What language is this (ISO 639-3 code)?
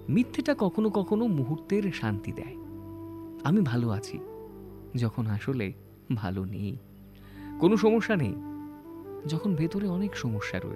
ben